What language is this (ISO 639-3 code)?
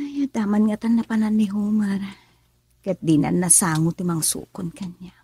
ilo